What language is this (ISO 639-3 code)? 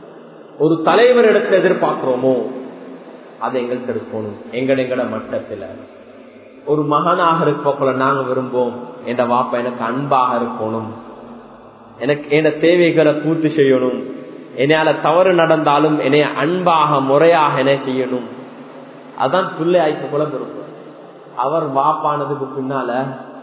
tam